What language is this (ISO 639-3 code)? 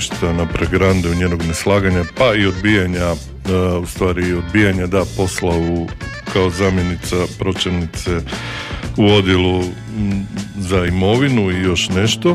hrv